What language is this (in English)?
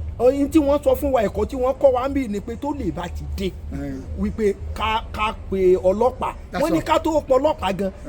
Yoruba